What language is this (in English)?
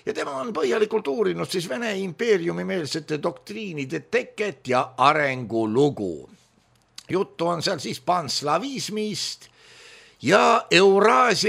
Estonian